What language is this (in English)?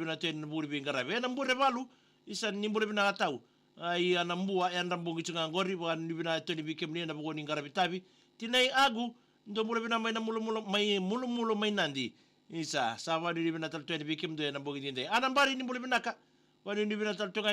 Fijian